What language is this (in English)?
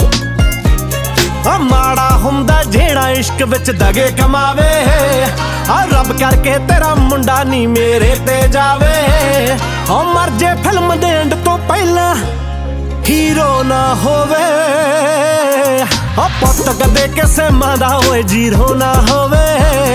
Punjabi